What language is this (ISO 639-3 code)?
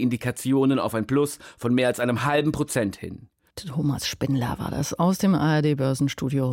deu